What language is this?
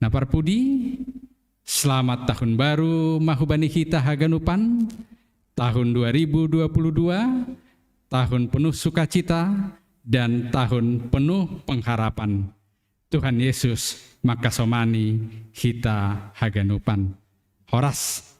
Batak Simalungun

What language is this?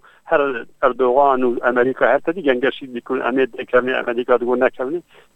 Kurdish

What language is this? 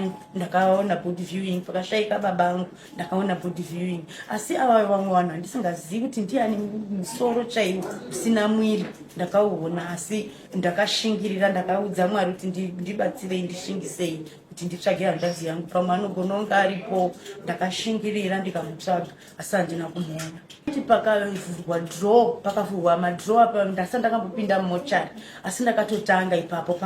Shona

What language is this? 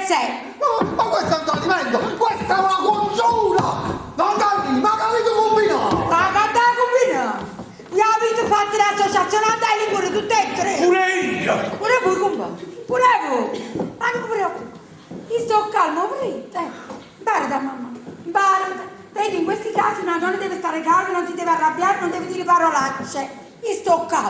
Neapolitan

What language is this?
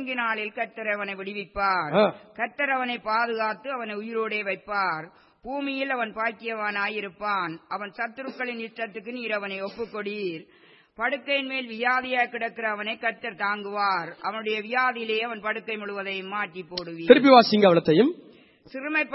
Tamil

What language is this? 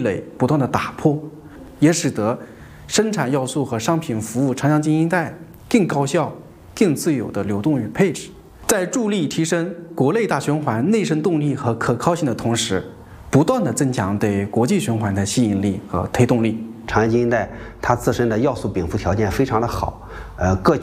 Chinese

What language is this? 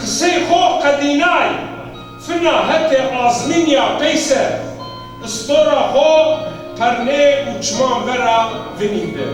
Zaza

